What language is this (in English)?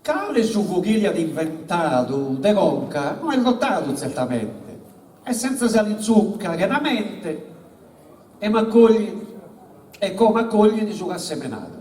Sardinian